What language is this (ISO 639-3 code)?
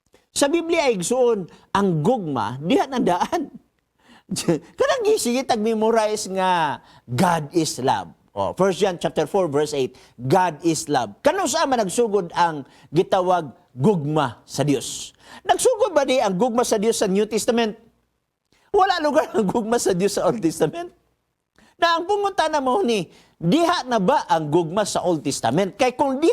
ceb